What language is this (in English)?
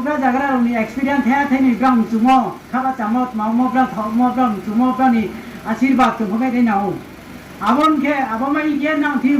Riang (India)